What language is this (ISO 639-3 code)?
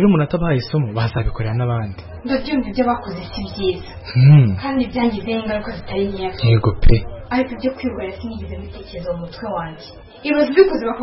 kin